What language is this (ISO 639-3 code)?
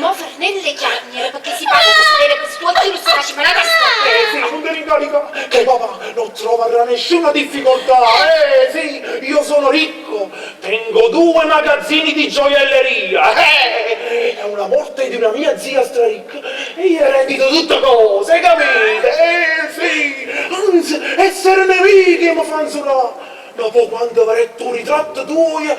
nap